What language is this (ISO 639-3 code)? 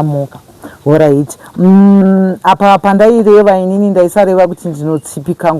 sna